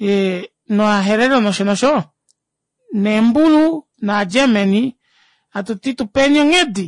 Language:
Kuanyama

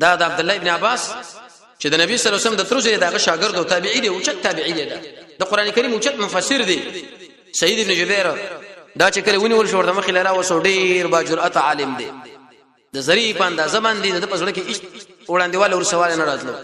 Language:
Pashto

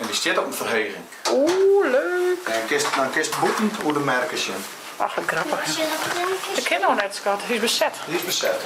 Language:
Western Frisian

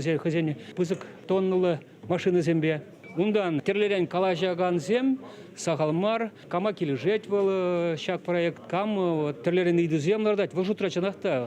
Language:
Chuvash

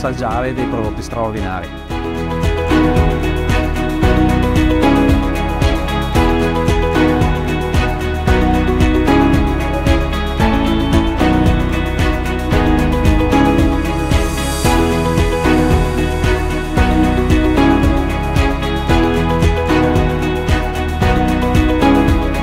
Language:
Italian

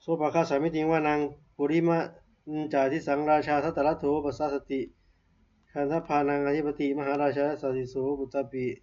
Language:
Pali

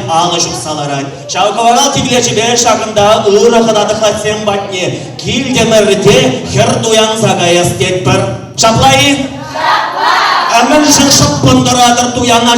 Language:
Chuvash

